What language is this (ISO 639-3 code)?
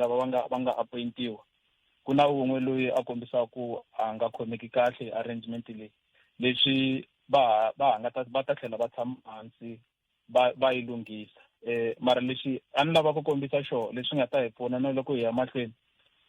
tso